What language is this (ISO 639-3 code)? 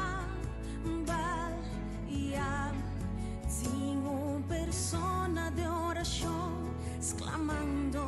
pap